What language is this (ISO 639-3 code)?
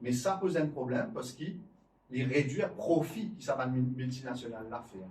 mfe